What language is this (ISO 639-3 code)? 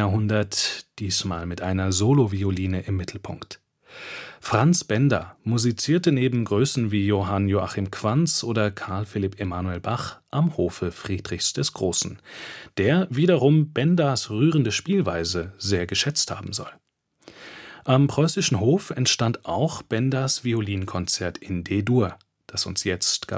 deu